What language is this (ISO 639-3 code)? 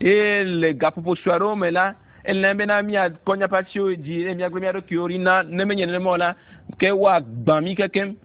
ewe